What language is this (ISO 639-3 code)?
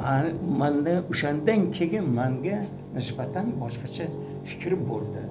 uzb